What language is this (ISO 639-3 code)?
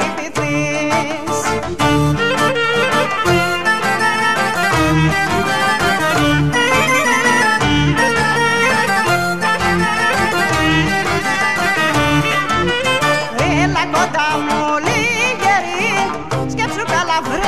ell